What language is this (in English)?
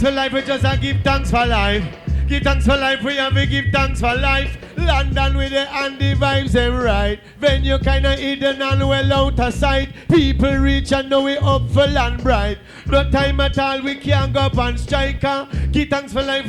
Jamaican Creole English